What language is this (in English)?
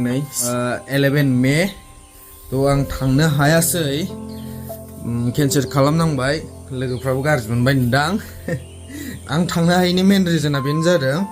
Bodo